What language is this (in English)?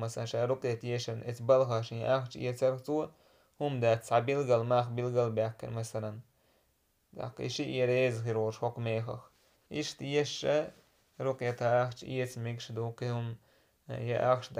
Chechen